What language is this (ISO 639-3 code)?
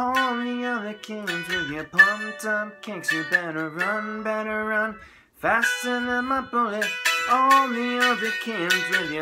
eng